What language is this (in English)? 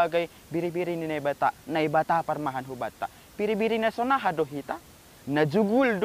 Batak Simalungun